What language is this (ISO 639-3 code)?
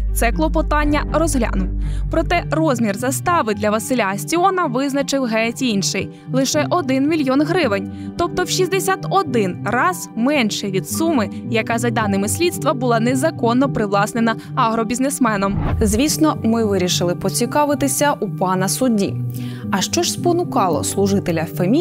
ukr